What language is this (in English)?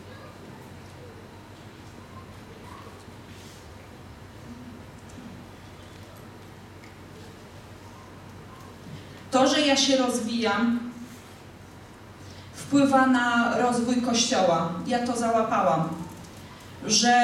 Polish